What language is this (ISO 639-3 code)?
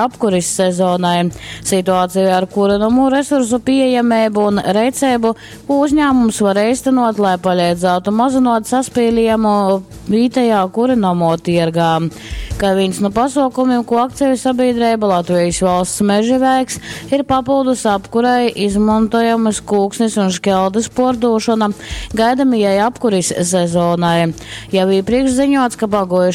ltg